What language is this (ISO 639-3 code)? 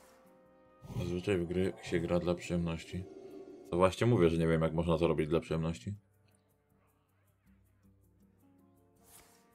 pol